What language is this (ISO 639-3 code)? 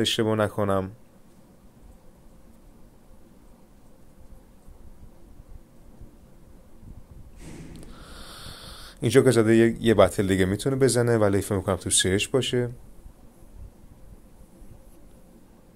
fas